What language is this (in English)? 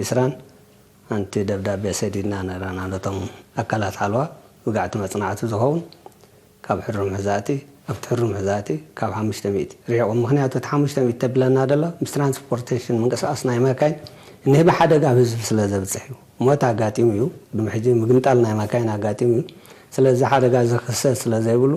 Tigrinya